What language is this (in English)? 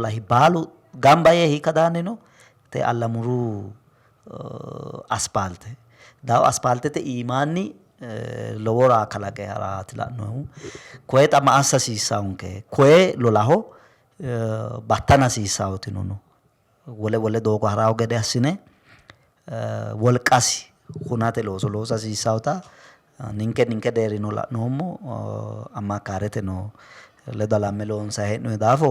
Sidamo